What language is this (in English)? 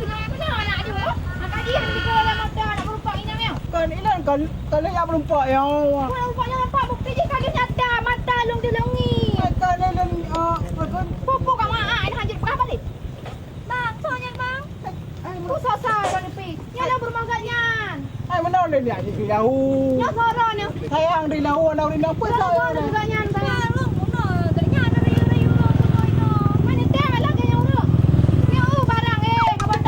Achinese